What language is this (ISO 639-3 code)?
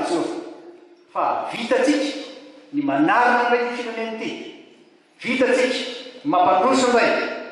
mlg